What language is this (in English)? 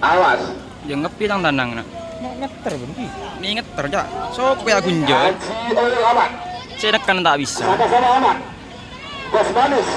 Madurese